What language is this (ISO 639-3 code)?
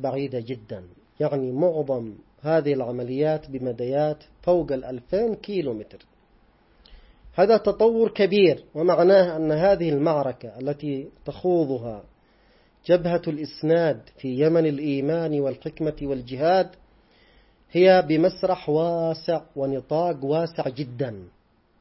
ara